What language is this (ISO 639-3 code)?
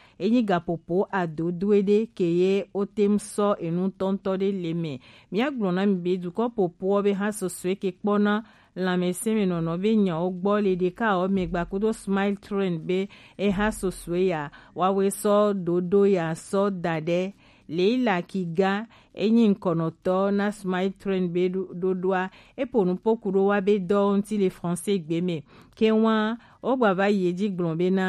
gej